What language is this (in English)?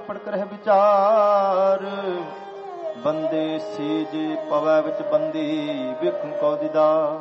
Punjabi